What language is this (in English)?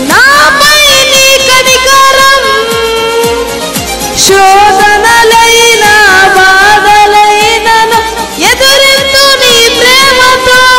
Telugu